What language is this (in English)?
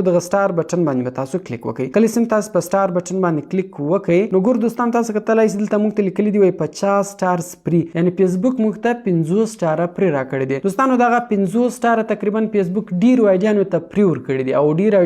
Pashto